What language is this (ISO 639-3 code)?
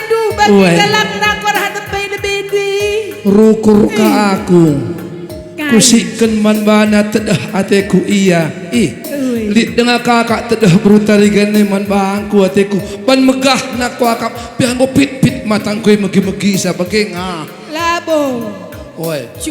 btx